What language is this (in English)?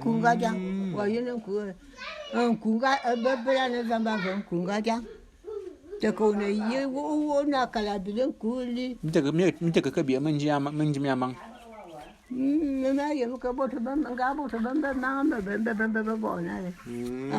Bulu